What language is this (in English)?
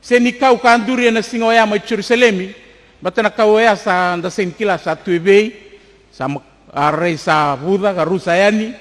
Fijian